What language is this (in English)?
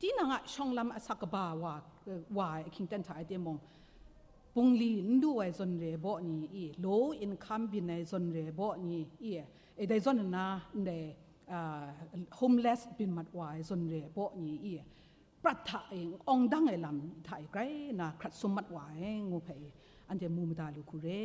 Kachin